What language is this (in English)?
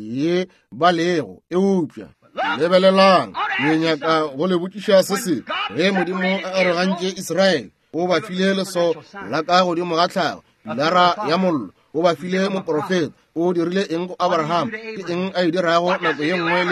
Northern Sotho